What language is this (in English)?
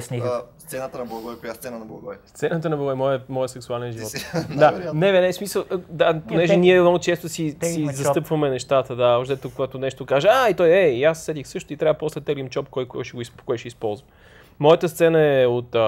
Bulgarian